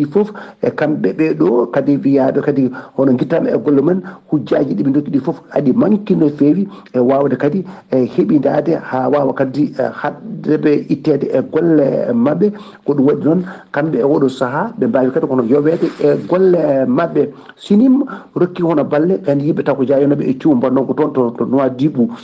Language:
Fula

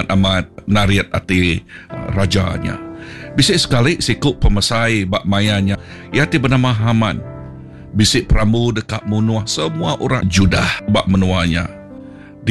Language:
Iban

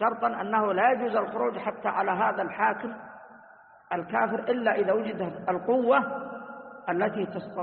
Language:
Arabic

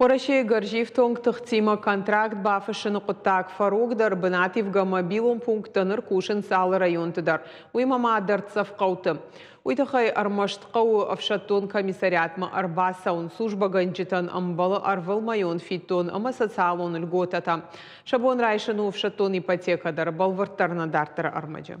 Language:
Ossetic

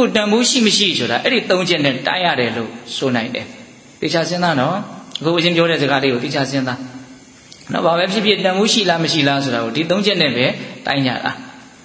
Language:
Burmese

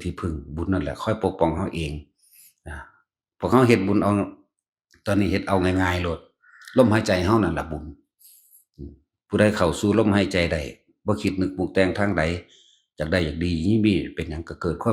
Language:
Northeastern Thai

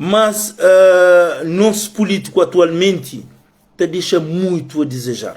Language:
Kabuverdianu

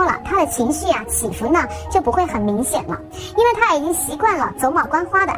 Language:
Chinese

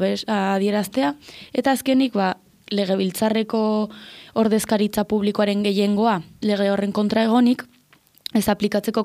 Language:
Basque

